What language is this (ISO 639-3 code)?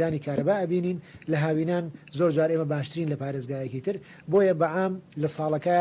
ckb